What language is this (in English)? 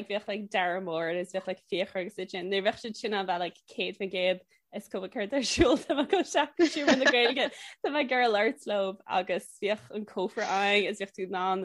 Irish